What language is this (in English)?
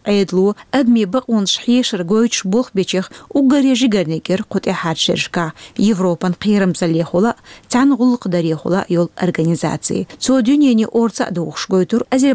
Chechen